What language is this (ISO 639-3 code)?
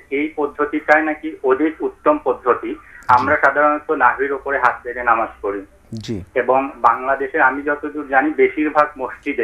ben